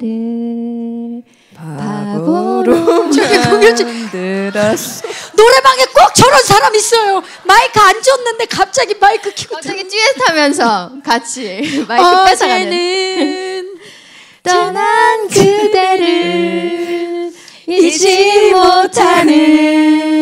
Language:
Korean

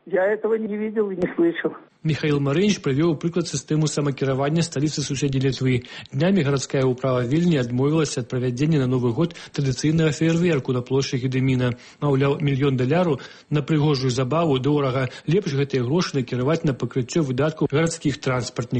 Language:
Belarusian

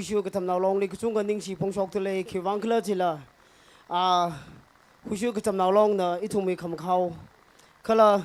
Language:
Tangkhul Naga (India)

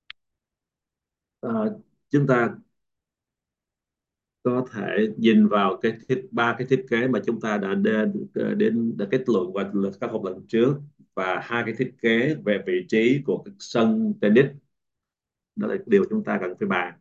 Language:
Vietnamese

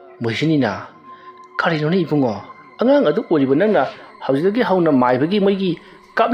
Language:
Manipuri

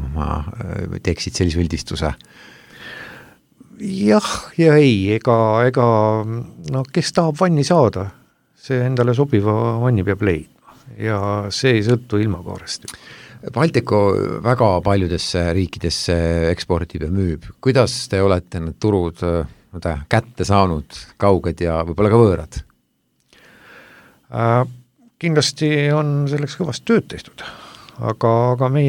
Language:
Estonian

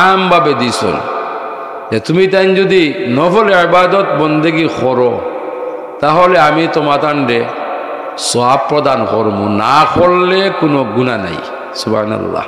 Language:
Sylheti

